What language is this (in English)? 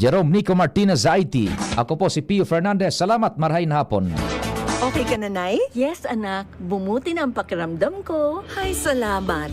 Bikol